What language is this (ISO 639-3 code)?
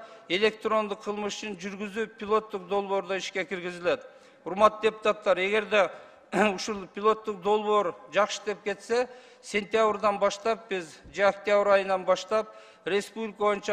kir